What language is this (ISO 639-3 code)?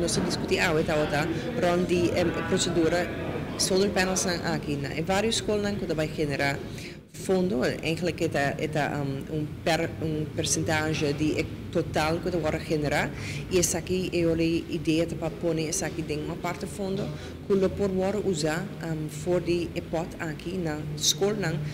pap